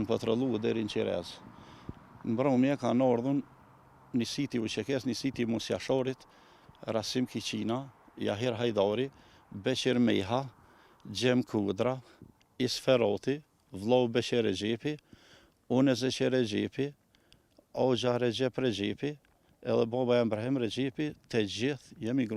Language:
Albanian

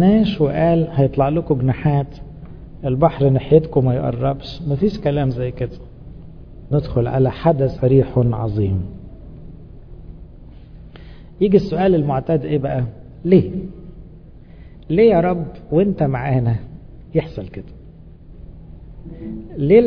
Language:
Egyptian Arabic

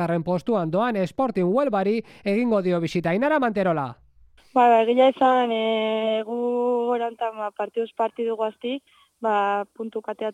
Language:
Basque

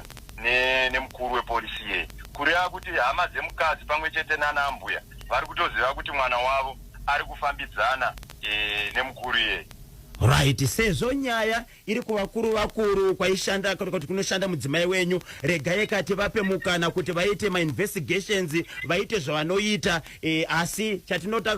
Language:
Shona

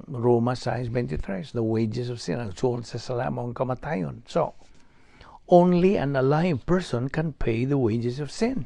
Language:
Cebuano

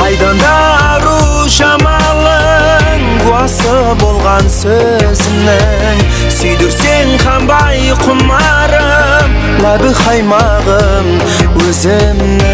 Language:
Kara-Kalpak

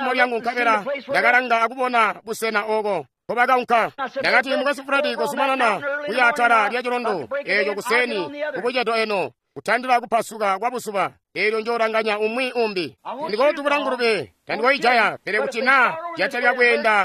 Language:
Tonga (Zambia)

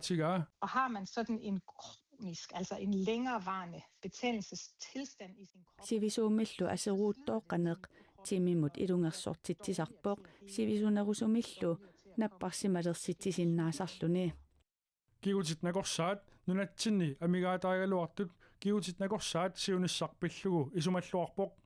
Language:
Kalaallisut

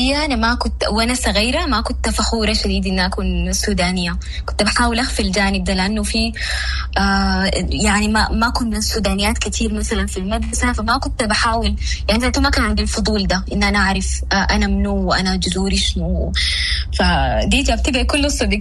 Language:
Sudanese Arabic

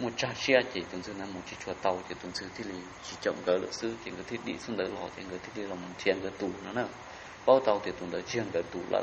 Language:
Hmong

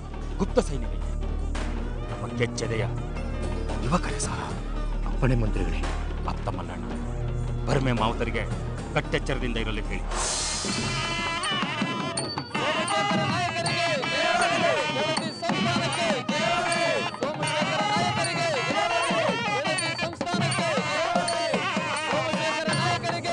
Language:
Kannada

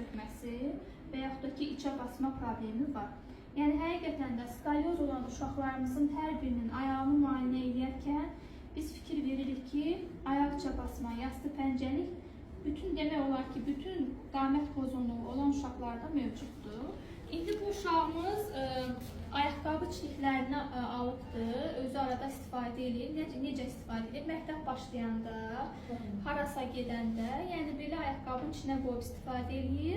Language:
Azerbaijani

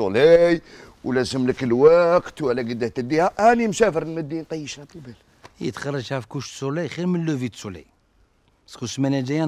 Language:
Algerian Arabic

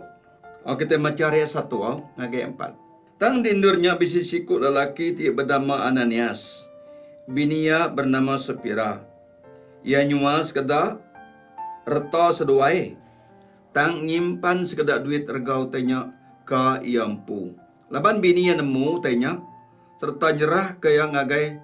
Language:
Iban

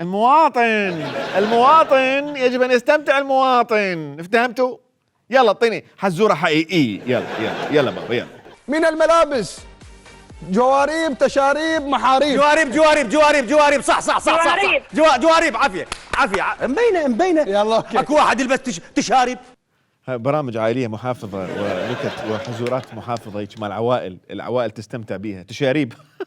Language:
Mesopotamian Arabic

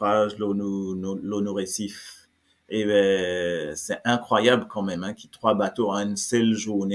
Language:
Morisyen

